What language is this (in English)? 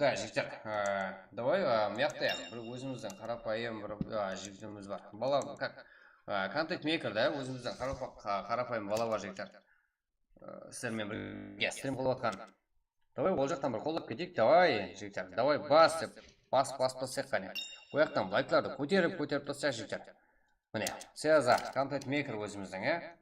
Kara-Kalpak